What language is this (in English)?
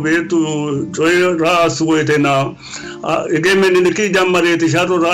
Sidamo